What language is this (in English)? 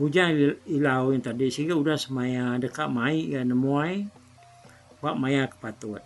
Iban